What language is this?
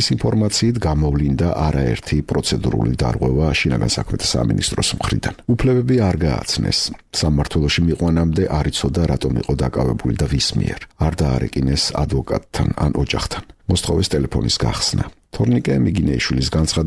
Georgian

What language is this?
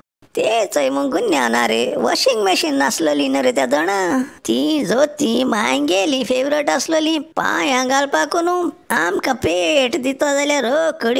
Konkani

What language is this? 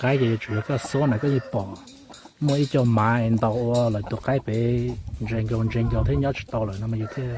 Hmong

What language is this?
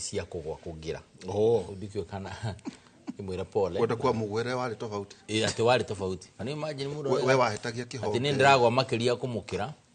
Kikuyu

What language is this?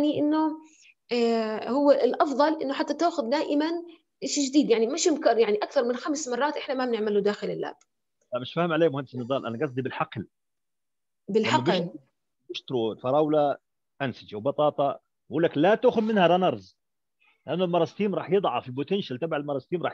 South Levantine Arabic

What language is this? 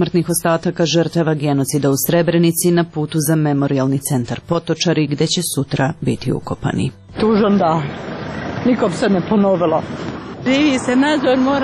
Serbian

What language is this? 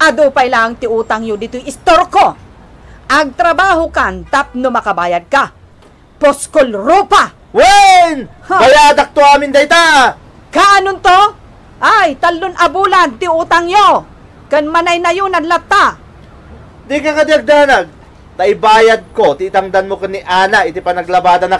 Iloko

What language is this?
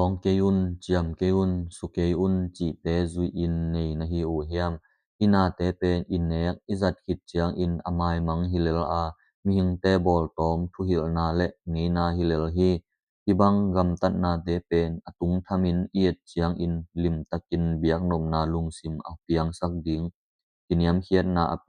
Tedim Chin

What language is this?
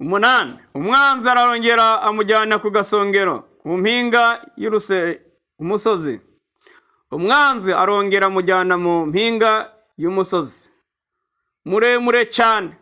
Kinyarwanda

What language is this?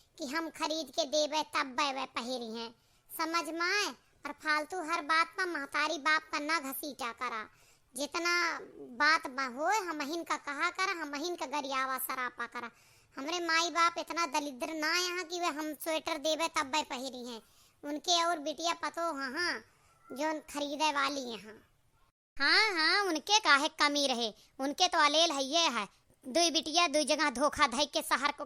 Awadhi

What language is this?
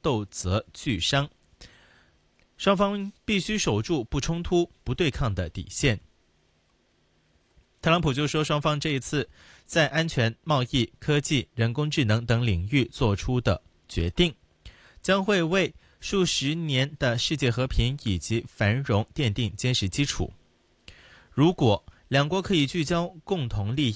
Chinese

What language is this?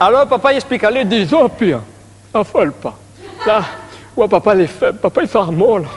Réunion Creole French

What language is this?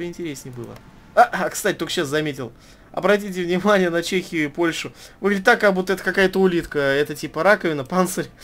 Russian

